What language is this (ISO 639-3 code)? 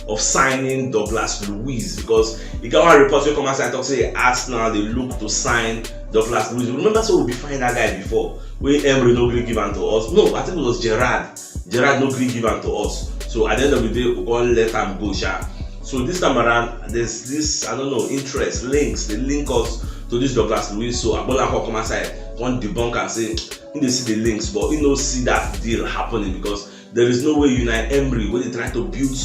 pcm